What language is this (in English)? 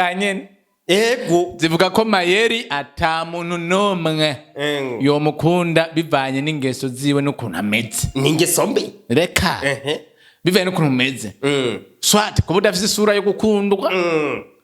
Rundi